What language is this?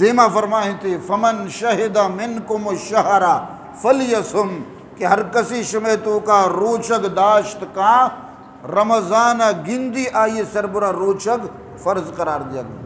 Eastern Balochi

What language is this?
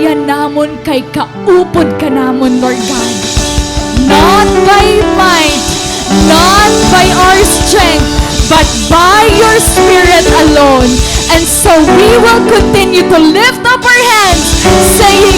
Waray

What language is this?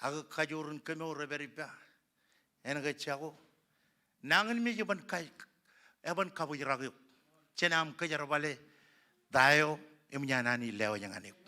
Marshallese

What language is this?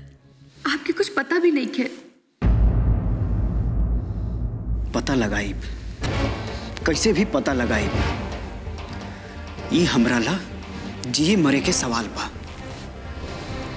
Bhojpuri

